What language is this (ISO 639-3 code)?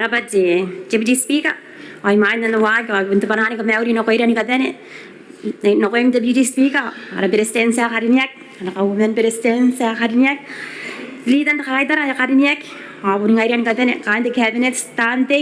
gil